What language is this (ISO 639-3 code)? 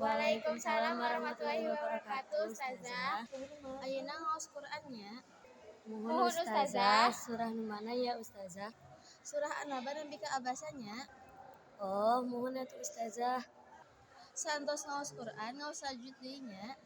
sun